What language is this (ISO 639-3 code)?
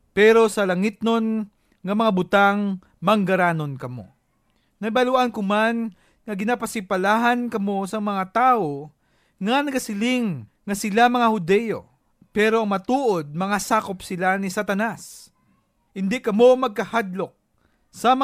hil